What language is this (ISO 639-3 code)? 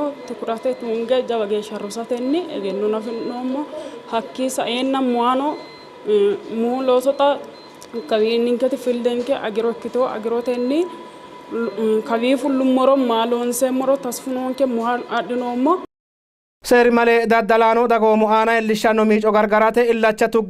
sid